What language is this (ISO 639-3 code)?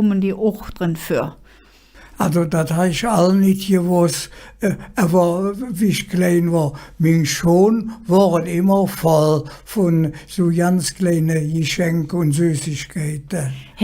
ksh